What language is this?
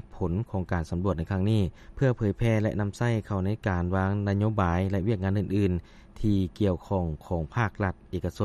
Lao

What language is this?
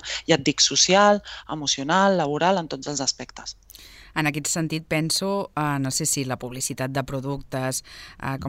Catalan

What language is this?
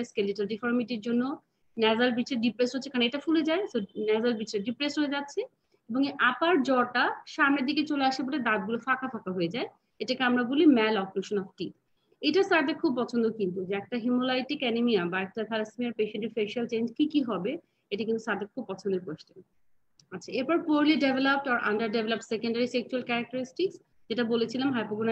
Bangla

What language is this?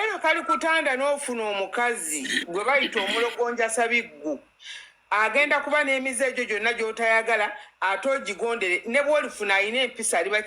Ganda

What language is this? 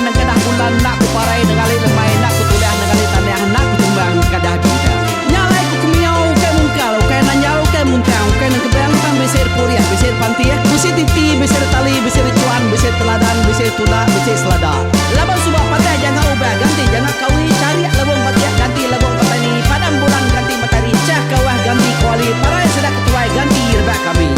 Iban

